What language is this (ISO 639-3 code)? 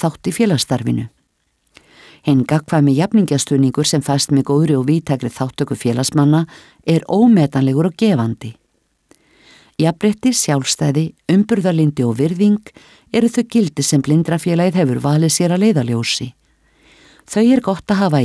isl